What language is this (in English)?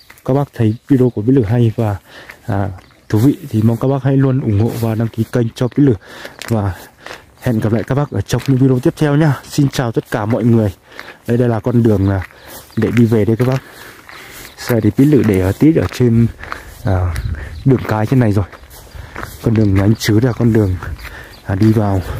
Vietnamese